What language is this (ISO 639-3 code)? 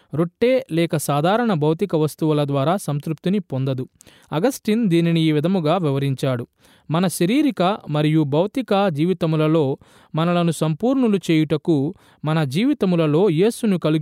tel